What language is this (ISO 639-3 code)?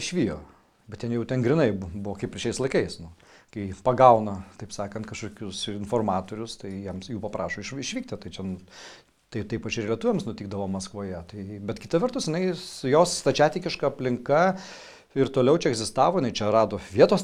lit